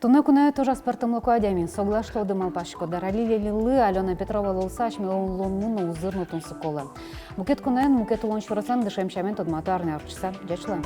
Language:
Udmurt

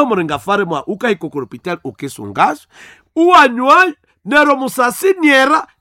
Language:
Nande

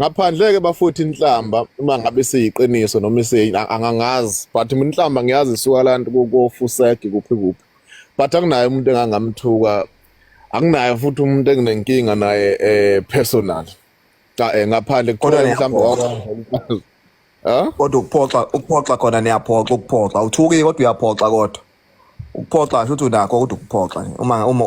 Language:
Zulu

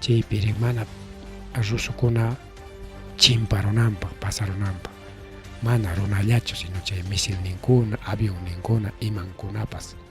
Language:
Ayacucho Quechua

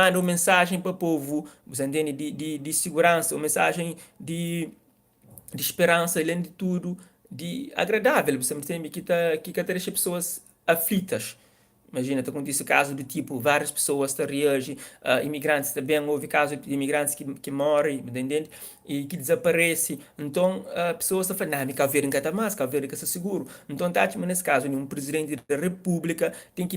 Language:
Kabuverdianu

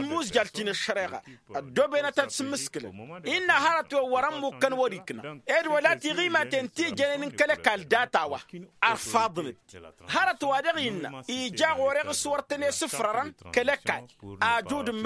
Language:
Tamasheq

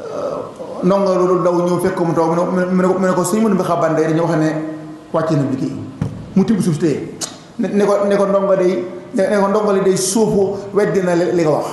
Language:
Wolof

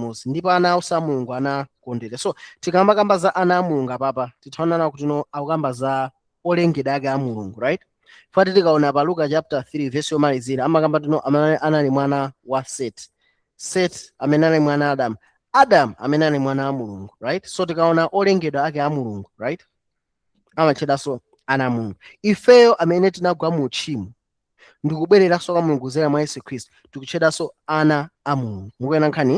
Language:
Nyanja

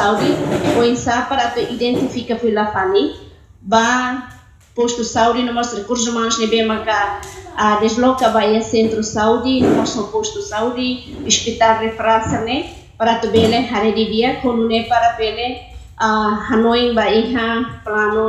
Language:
Tetum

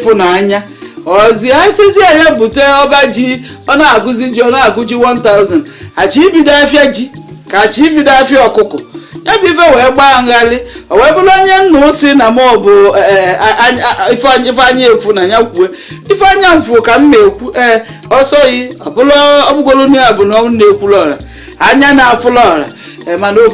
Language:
Igbo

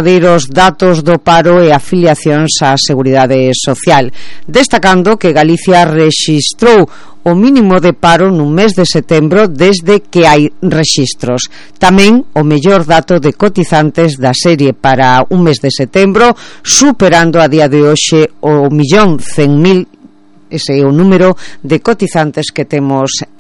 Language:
Galician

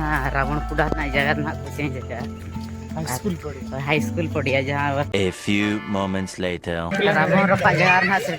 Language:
Santali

